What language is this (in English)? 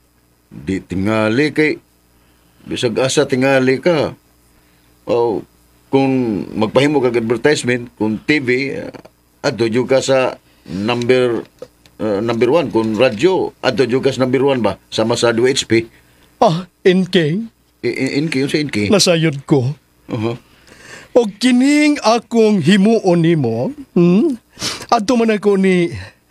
Cebuano